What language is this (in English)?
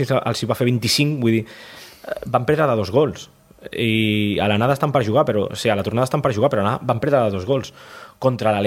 Catalan